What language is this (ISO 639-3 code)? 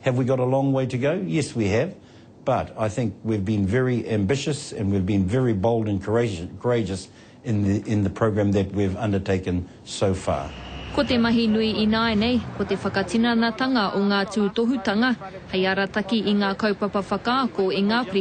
mri